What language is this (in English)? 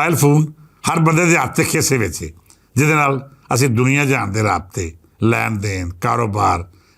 Western Panjabi